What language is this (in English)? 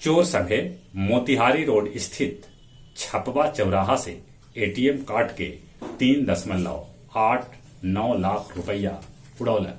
Magahi